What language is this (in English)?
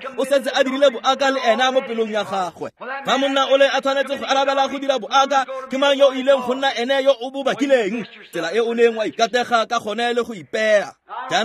Tswana